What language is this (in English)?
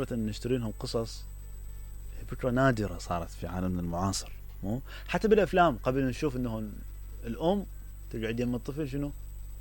Mesopotamian Arabic